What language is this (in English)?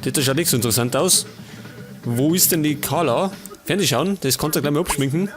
Bavarian